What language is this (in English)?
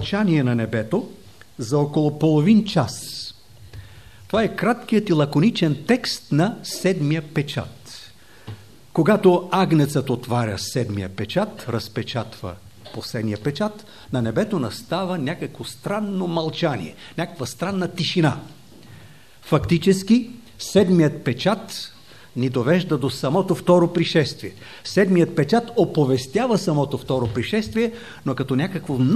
Bulgarian